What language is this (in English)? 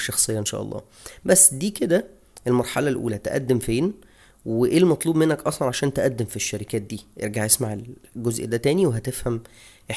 Egyptian Arabic